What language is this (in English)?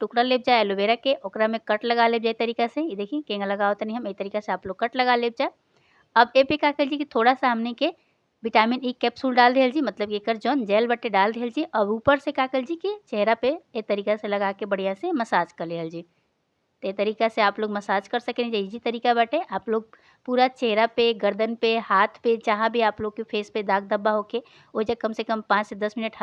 Bhojpuri